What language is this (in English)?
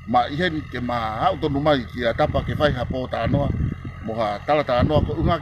Tongan